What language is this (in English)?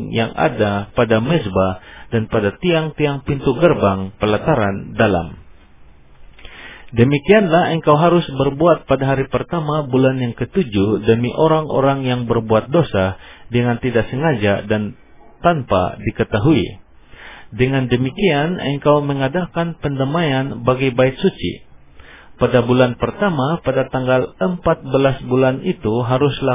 Indonesian